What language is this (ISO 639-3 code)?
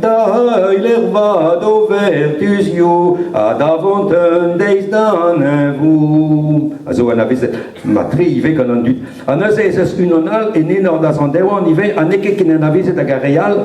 bre